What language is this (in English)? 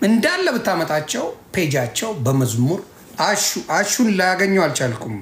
Amharic